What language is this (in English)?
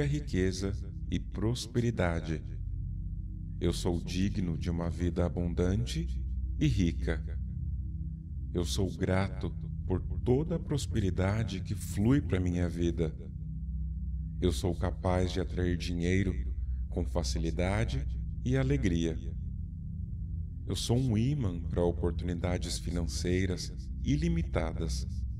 Portuguese